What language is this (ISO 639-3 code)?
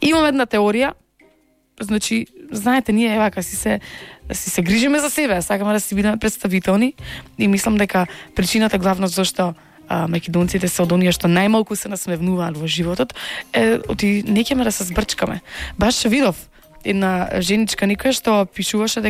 mkd